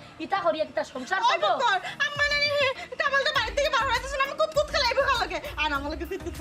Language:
Sylheti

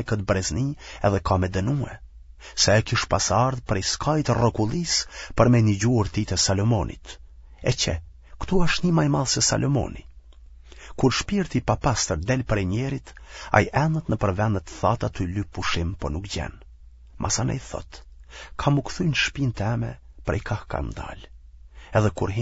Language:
Albanian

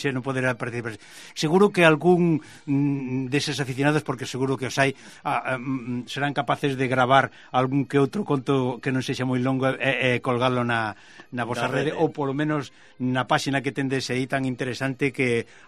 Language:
Galician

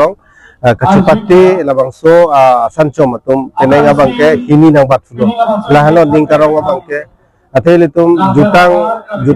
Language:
Karbi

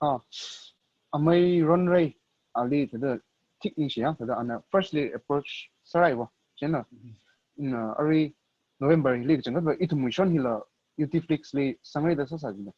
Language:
Tangkhul Naga (India)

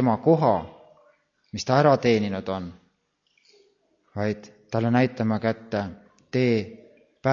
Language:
Estonian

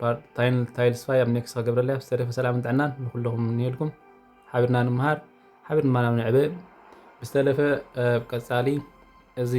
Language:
Tigrinya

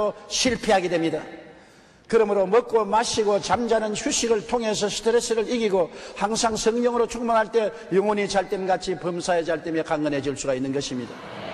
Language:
Korean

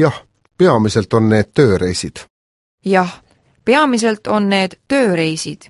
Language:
Estonian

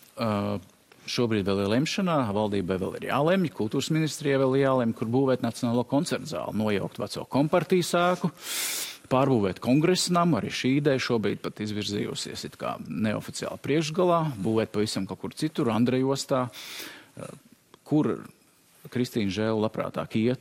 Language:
Latvian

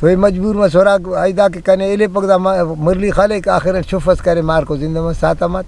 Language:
Brahui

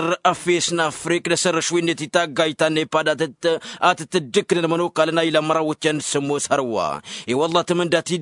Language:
Tamasheq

